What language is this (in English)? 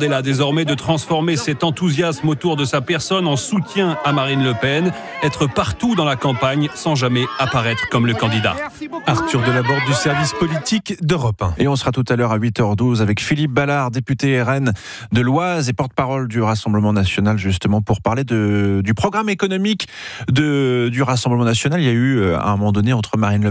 French